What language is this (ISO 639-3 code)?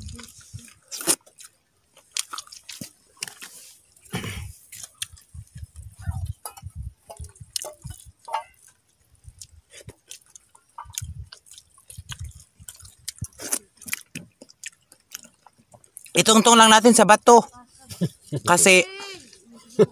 fil